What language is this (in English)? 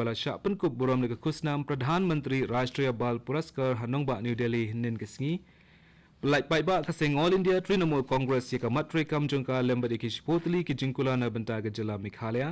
Khasi